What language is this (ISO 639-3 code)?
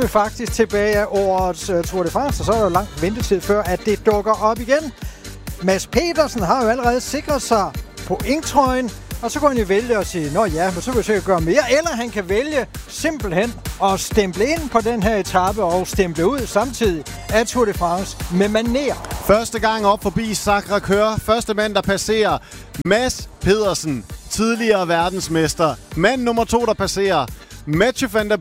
dan